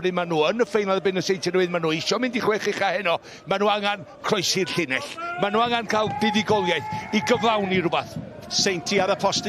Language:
Welsh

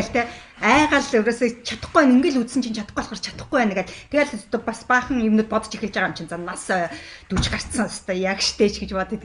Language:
Mongolian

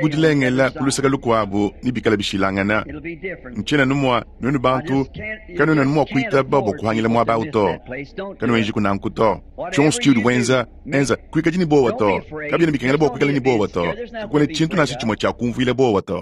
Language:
Luba-Lulua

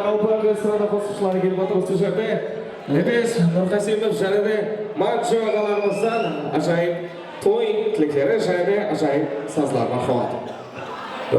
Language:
Kara-Kalpak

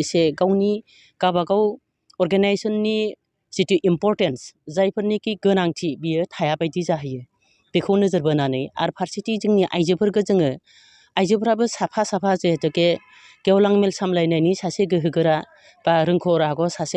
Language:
Bodo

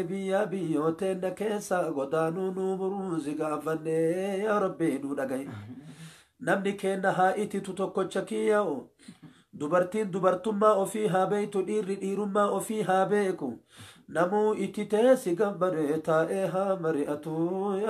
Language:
Oromo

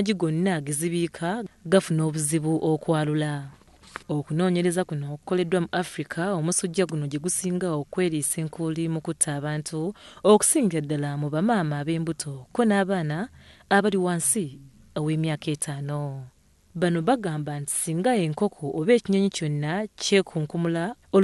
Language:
Ganda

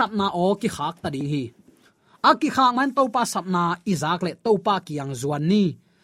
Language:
Tedim Chin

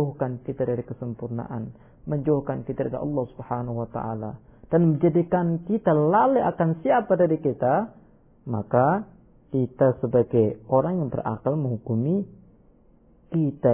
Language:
Indonesian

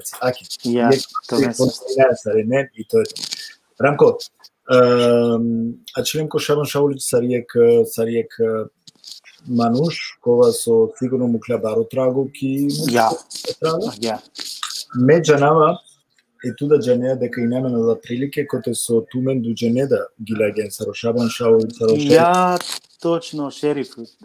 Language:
Balkan Romani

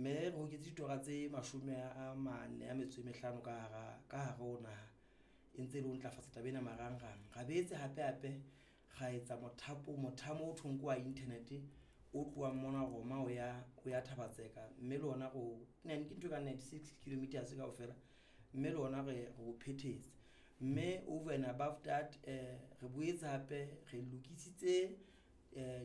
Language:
Southern Sotho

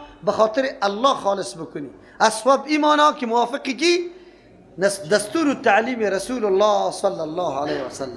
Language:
Persian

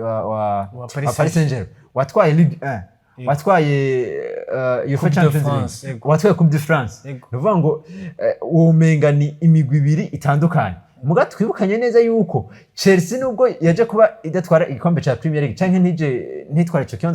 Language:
Rundi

